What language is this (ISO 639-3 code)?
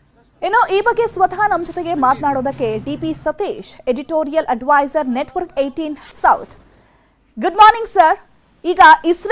kan